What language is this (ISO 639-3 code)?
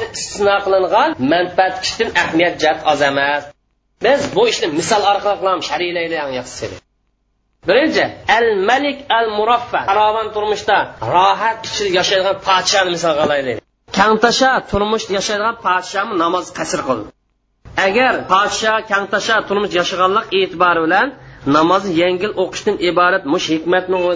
uig